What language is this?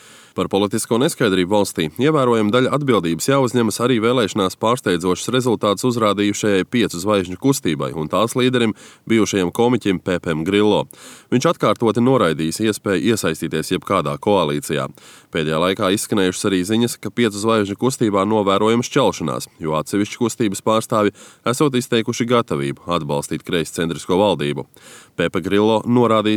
Latvian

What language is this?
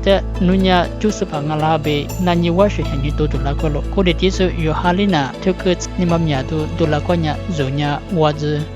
Lisu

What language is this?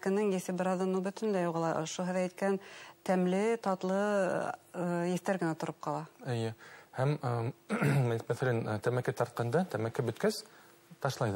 Bashkir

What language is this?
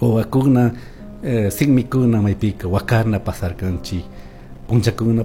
Chimborazo Highland Quichua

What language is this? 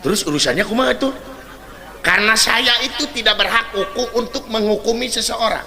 Sundanese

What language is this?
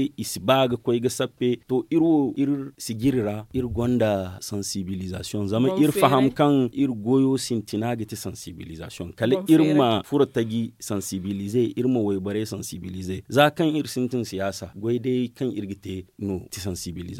Zarma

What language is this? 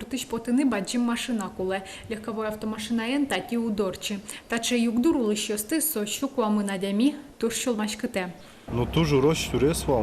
Udmurt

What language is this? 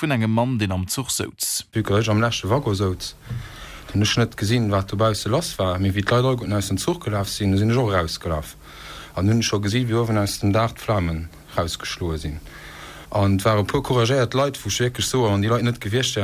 Luxembourgish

